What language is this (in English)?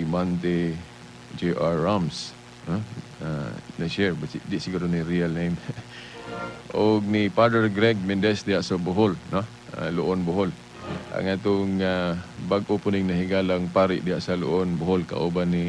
Cebuano